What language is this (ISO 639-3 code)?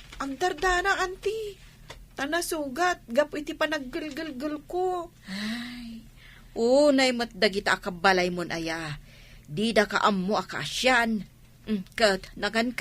ilo